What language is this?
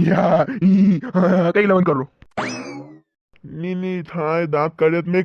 Rajasthani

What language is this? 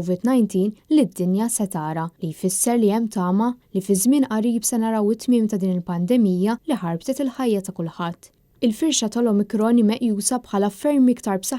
Maltese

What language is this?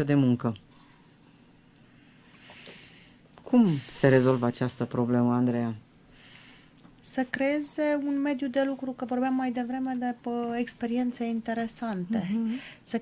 Romanian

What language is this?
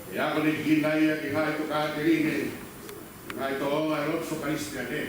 Tongan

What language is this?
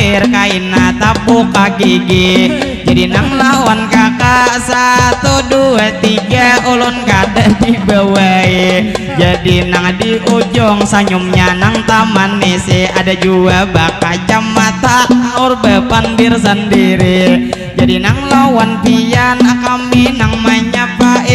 Banjar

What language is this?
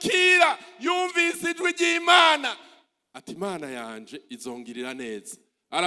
Rundi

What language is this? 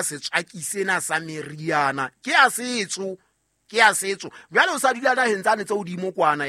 Southern Sotho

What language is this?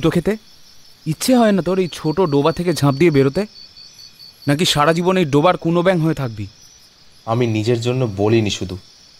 Bangla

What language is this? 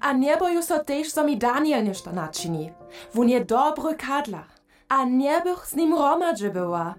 Upper Sorbian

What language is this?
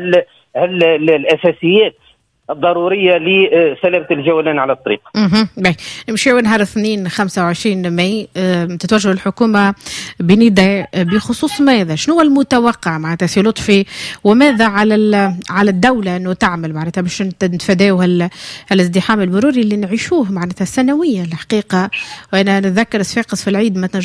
Tunisian Arabic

